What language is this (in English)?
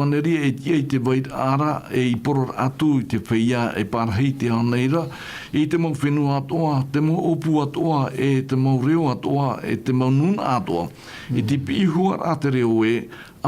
Tahitian